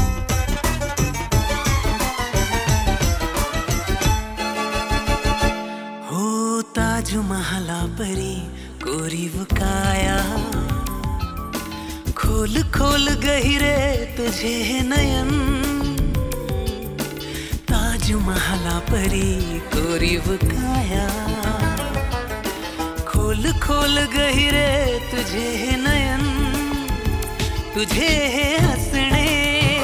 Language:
Marathi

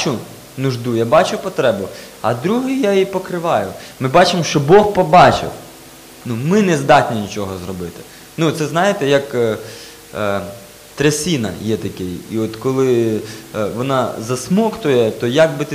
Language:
Ukrainian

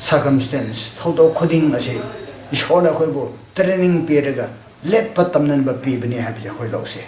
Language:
Manipuri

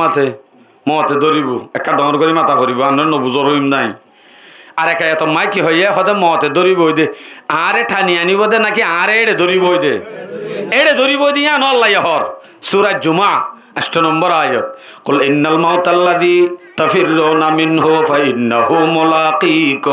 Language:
Rohingya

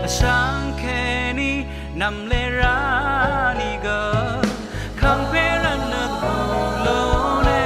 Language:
Rawang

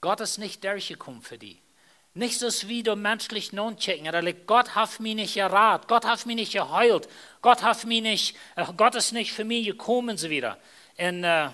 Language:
Plautdietsch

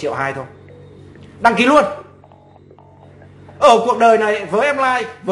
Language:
Vietnamese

